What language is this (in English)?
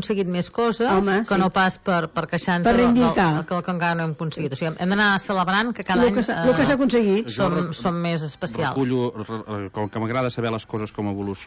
Catalan